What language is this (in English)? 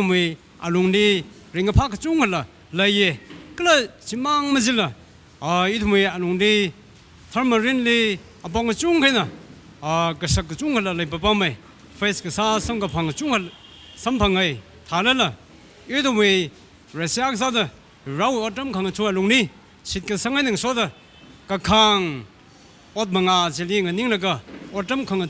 Tangkhul Naga (India)